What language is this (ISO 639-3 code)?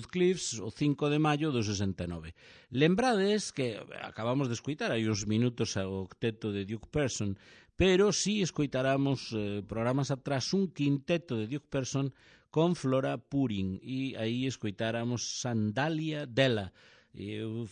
glg